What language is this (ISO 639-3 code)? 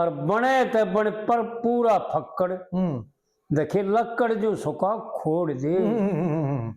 bgc